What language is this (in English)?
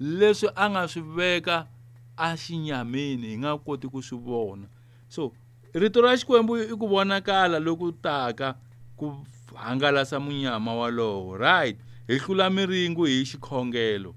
Tsonga